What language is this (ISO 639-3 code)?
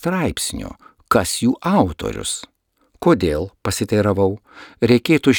lit